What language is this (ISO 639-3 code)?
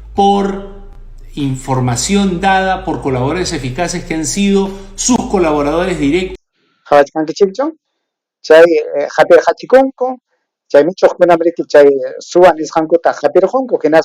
quy